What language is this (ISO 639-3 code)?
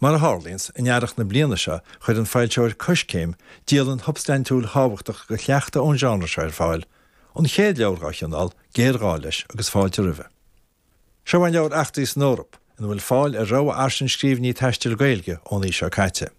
gle